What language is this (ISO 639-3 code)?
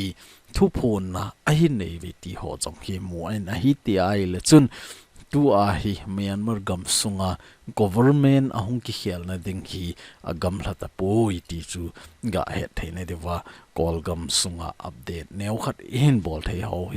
tcz